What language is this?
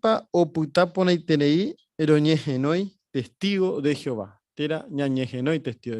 Guarani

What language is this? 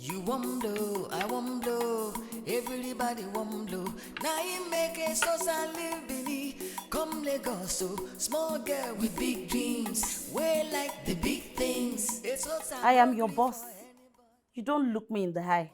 Nigerian Pidgin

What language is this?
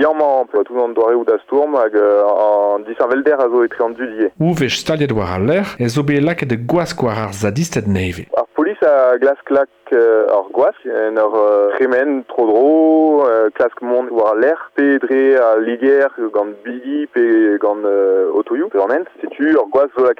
Breton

